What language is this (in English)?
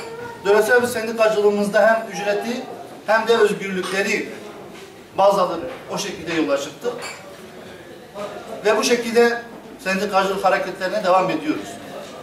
Turkish